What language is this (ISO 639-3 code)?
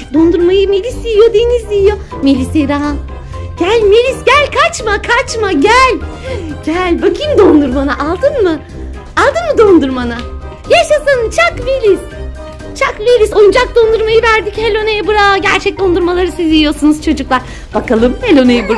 tur